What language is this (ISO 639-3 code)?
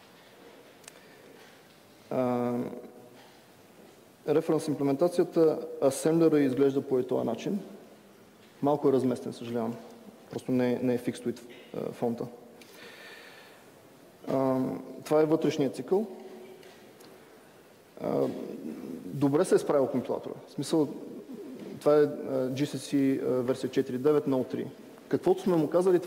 bul